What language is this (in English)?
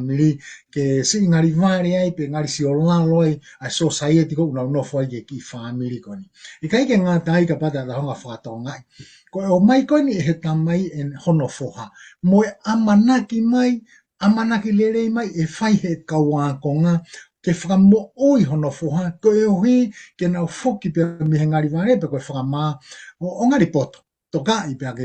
Tongan